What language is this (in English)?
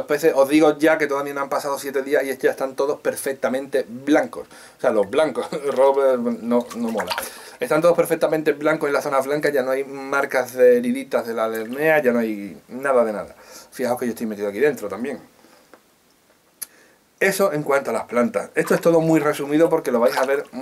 Spanish